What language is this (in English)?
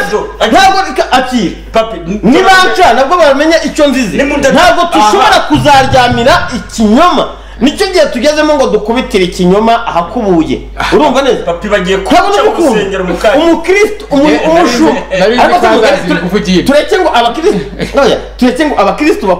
Kinyarwanda